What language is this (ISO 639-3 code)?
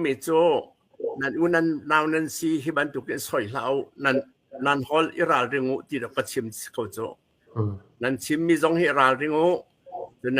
cnh